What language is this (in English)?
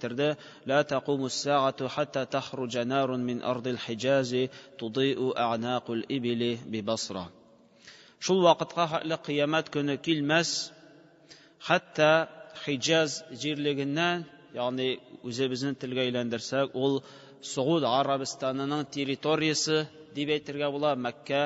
Tatar